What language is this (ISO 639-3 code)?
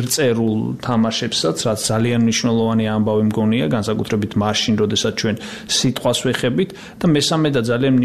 kat